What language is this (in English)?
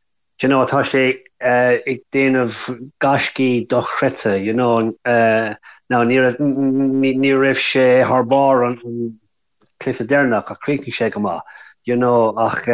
Irish